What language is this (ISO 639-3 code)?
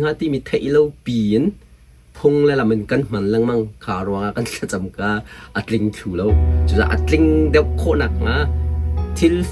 cnh